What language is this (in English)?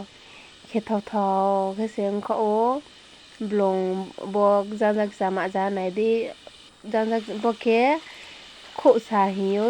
Riang (India)